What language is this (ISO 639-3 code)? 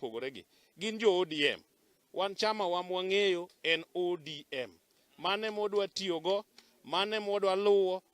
luo